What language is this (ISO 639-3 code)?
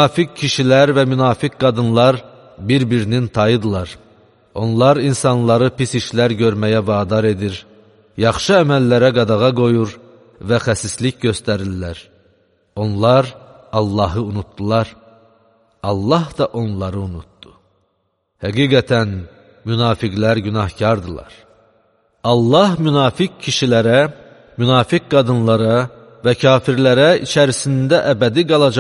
aze